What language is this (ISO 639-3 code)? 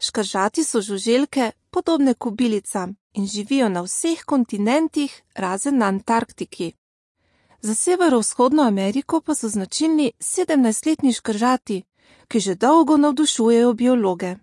slv